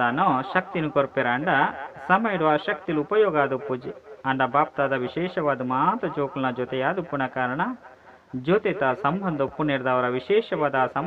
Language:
Tulu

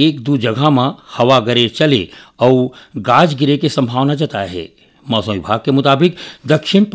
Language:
Chhattisgarhi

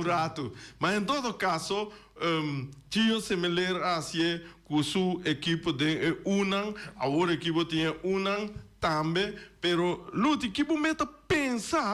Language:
Papiamento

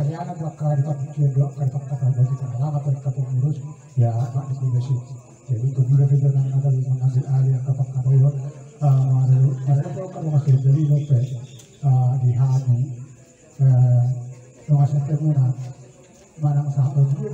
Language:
Batak Toba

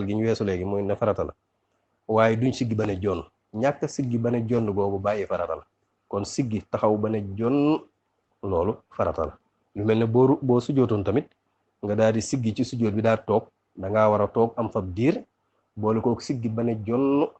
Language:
Wolof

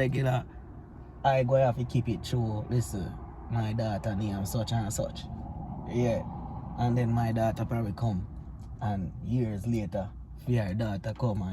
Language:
Jamaican Creole English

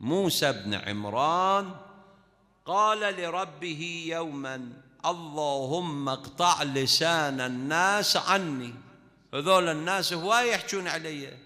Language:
Mesopotamian Arabic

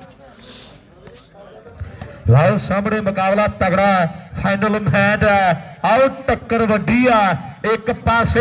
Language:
Punjabi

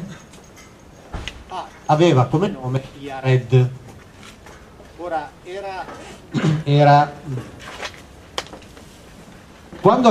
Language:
Italian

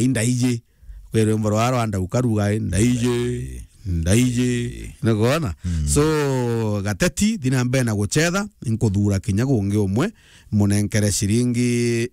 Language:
Meru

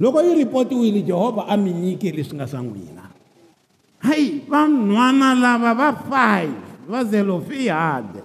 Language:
Tsonga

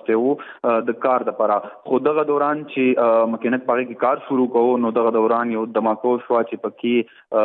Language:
Pashto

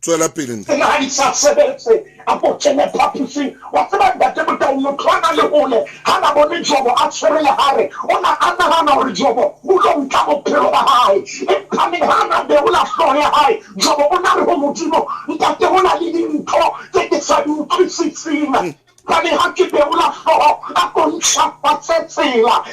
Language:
Southern Sotho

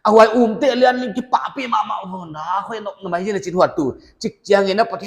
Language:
Paite Chin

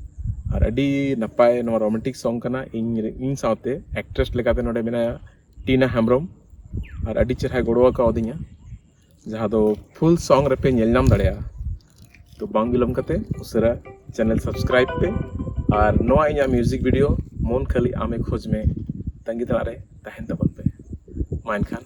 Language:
Santali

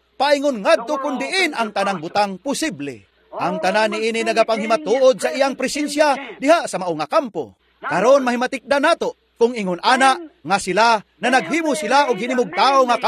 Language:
Cebuano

